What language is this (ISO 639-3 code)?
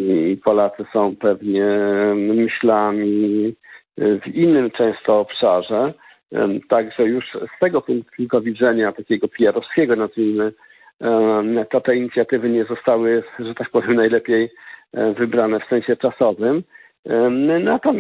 pol